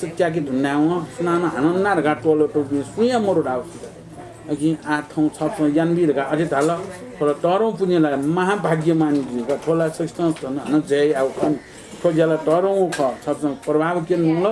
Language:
Newari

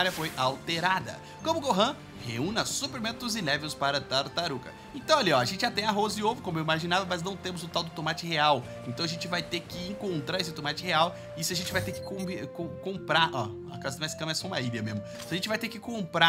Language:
Portuguese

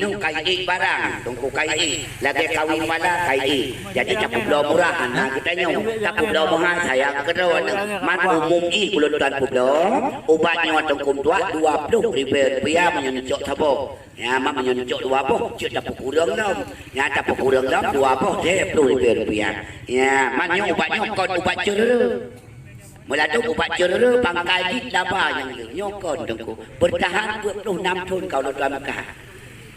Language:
Achinese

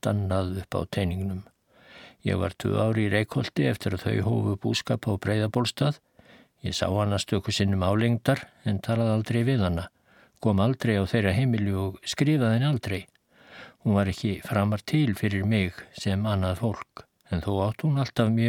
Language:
Icelandic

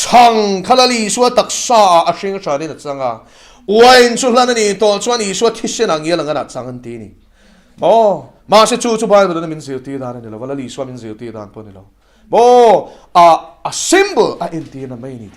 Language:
Mizo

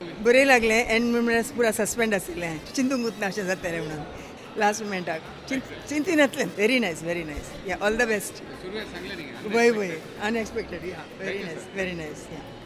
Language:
Konkani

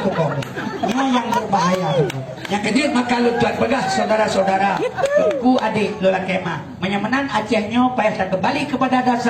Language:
Achinese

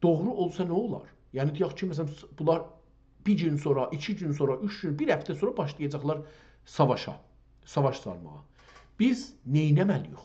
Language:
South Azerbaijani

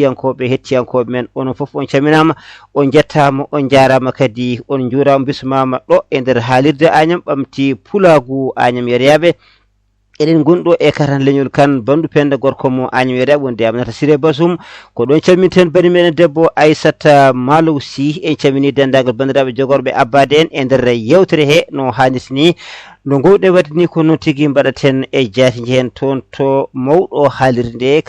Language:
Fula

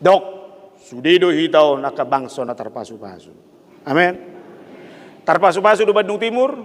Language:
Batak Toba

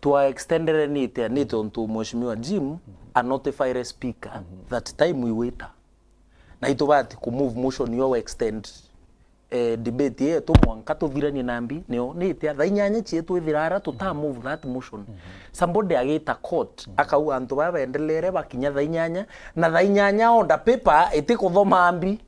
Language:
Meru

